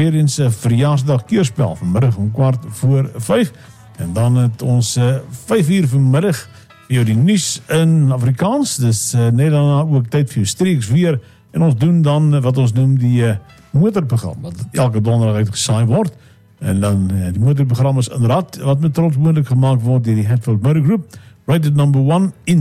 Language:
Afrikaans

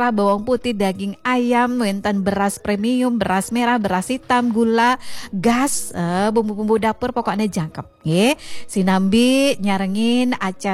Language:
Balinese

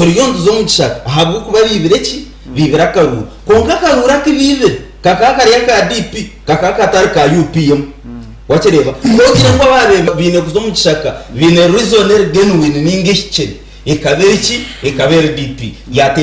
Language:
Nyankole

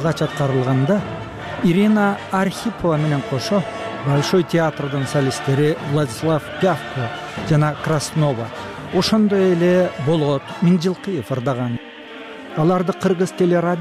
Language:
Kyrgyz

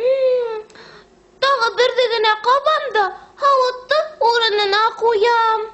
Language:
Bashkir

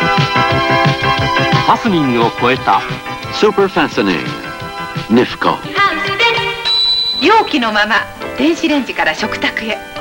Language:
Japanese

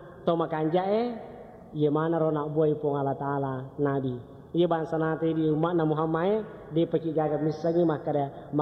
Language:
Buginese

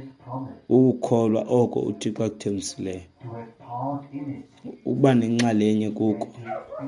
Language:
Xhosa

